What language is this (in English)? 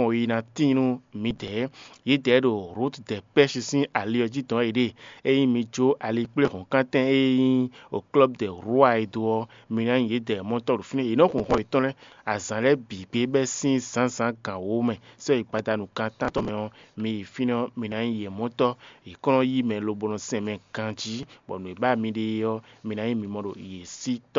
Fon